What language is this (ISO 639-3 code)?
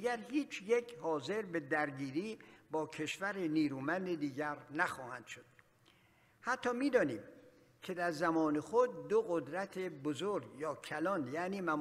fas